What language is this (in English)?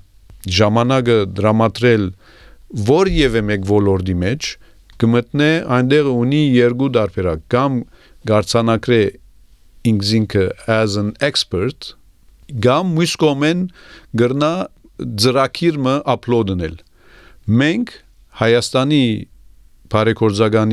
Armenian